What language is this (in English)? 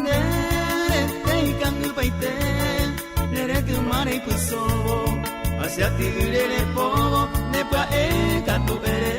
Guarani